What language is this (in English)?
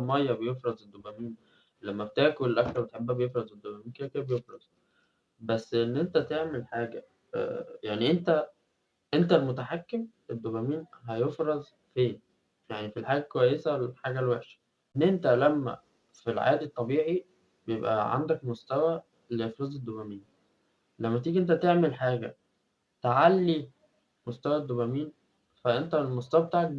Egyptian Arabic